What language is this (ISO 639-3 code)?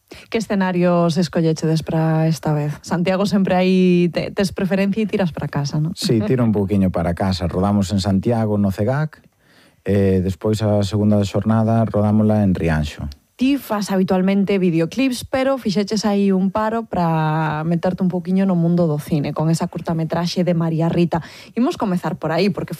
glg